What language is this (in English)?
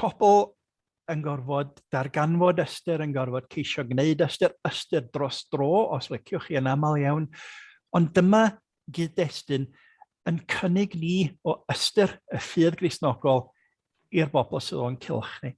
Welsh